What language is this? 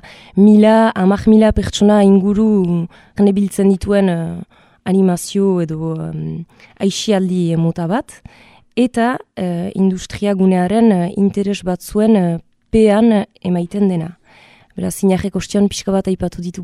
Basque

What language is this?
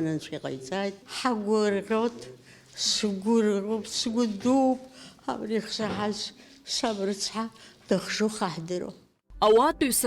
Abkhazian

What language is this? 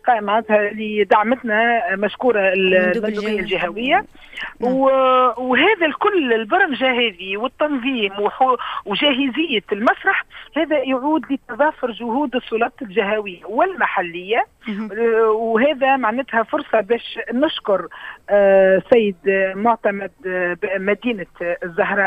Tunisian Arabic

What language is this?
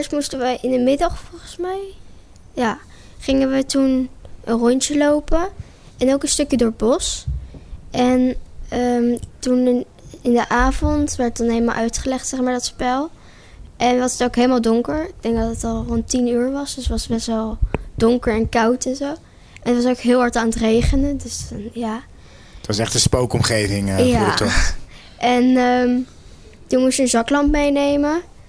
Dutch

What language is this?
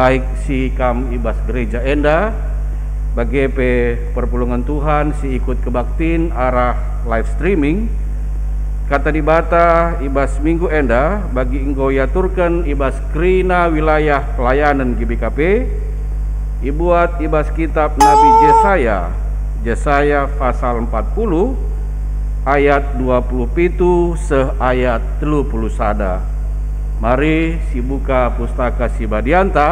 Batak Karo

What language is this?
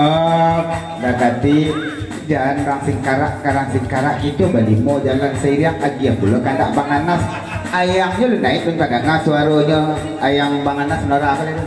Minangkabau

